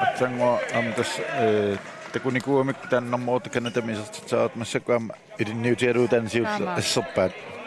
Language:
Kalaallisut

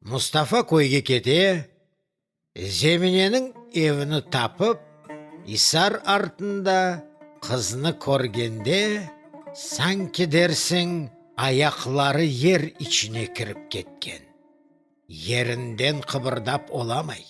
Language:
Crimean Tatar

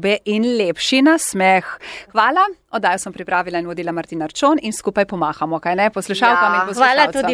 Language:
Slovenian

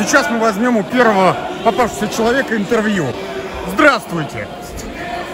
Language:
Russian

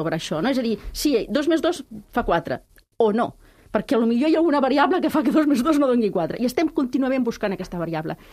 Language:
Catalan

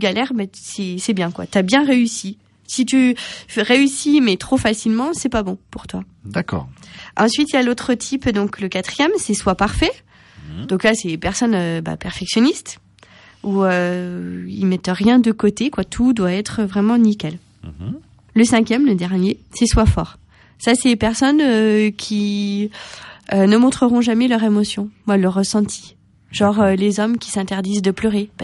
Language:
French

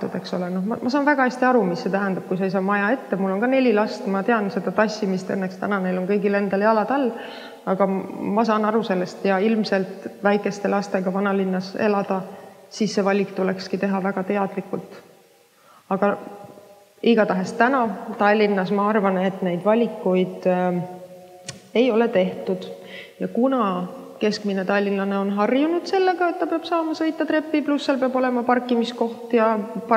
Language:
Estonian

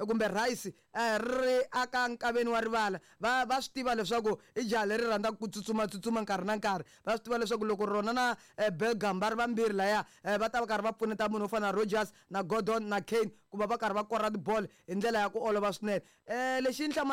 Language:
Tsonga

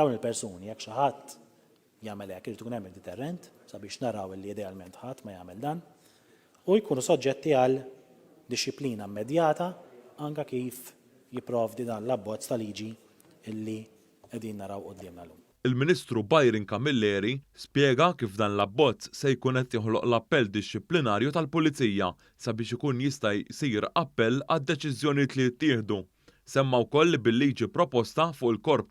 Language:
Maltese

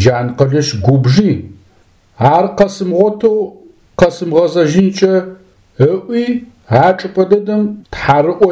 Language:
Adyghe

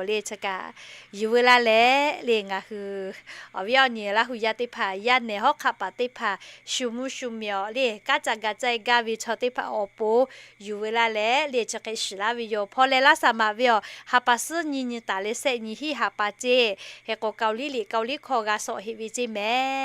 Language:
Lahu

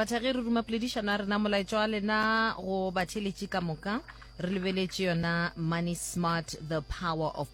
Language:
Northern Sotho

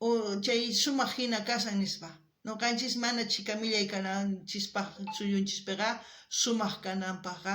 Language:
South Bolivian Quechua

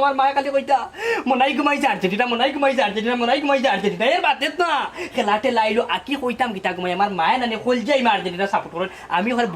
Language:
Sylheti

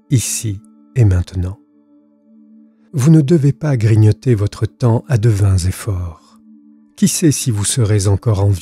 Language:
French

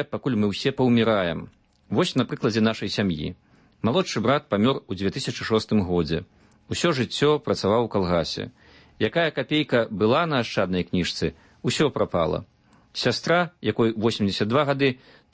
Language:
Belarusian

